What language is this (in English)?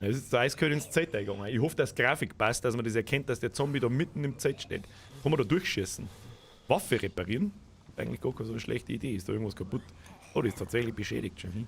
Bavarian